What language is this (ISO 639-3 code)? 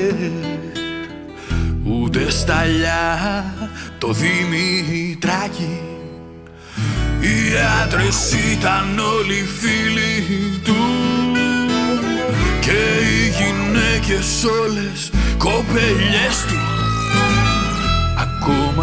ell